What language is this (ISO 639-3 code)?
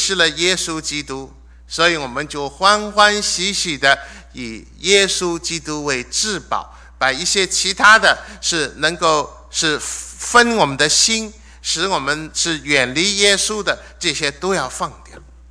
zho